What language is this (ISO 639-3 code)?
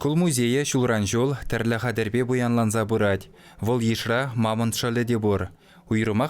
chv